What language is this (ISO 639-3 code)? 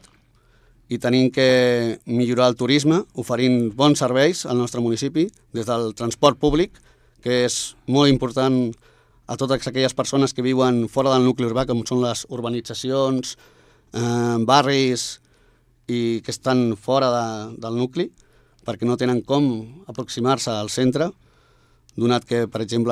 cat